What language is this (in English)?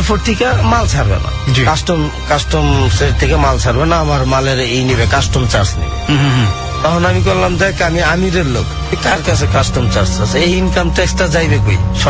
Bangla